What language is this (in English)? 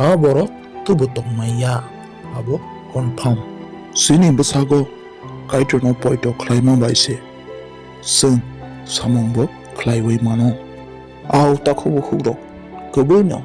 Kok Borok